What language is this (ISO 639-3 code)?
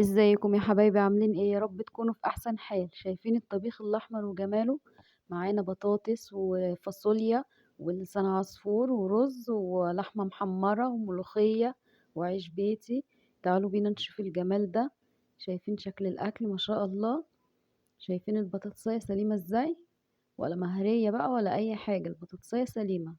arz